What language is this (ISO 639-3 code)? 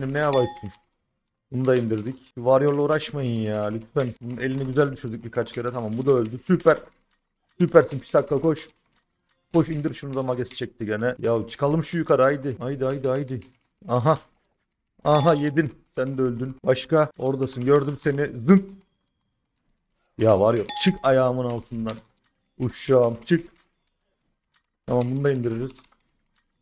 tur